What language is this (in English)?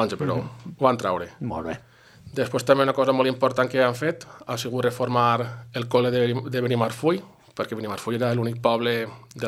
Catalan